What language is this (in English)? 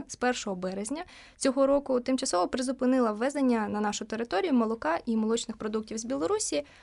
Ukrainian